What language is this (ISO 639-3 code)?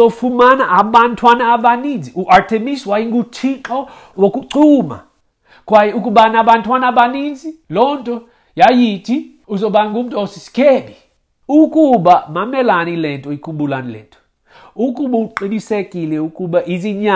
xho